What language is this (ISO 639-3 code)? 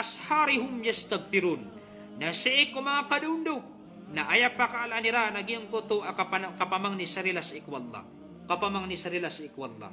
mrw